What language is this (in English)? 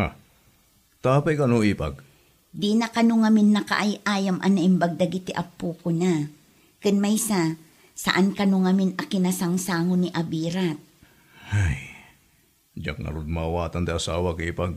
Iloko